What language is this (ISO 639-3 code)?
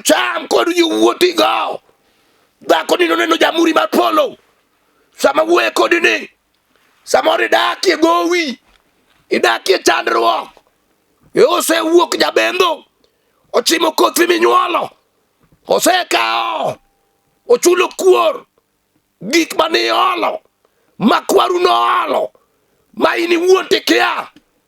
luo